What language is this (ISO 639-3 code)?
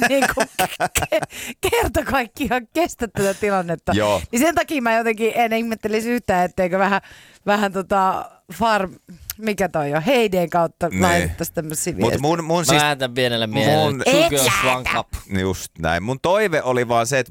fin